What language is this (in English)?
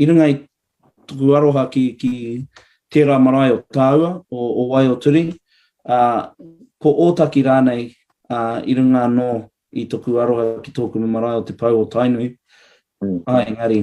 Māori